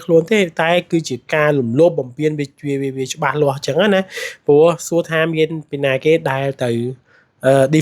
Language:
Khmer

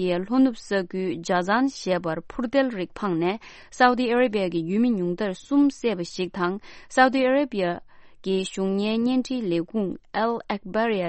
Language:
Tibetan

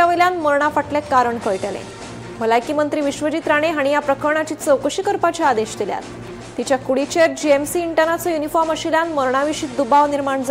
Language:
Konkani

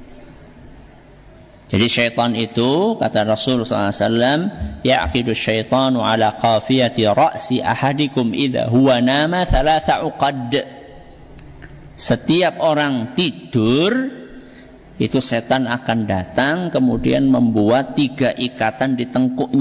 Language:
Indonesian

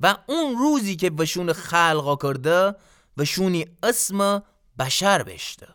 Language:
Gilaki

